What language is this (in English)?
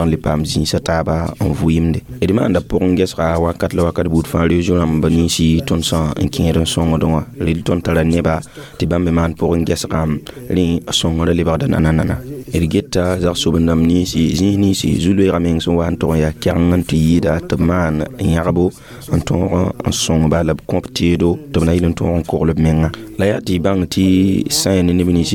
Mossi